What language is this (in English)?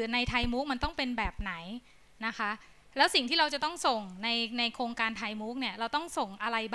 Thai